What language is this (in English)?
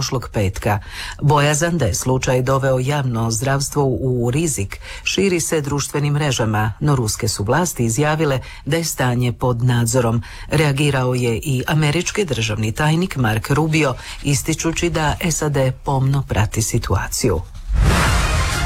Croatian